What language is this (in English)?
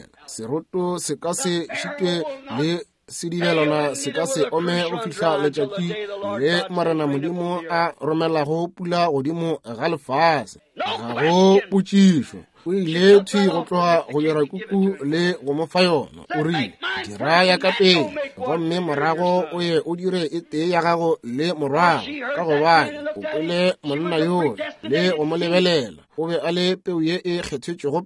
Northern Sotho